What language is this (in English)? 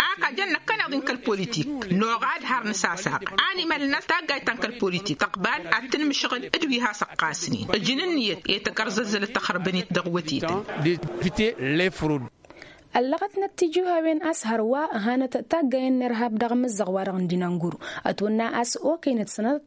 Tamasheq